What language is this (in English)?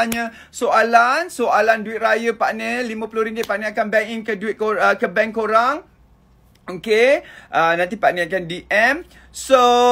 Malay